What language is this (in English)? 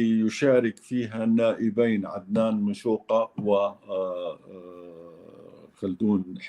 North Levantine Arabic